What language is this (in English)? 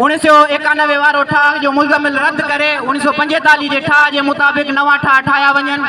Sindhi